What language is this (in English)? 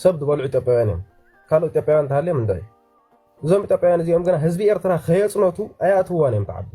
Tigrinya